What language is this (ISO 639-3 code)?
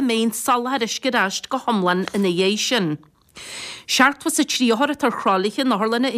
gle